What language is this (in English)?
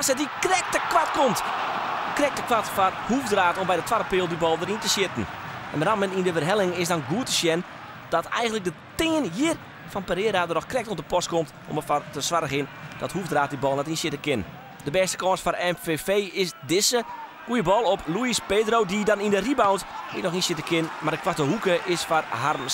Western Frisian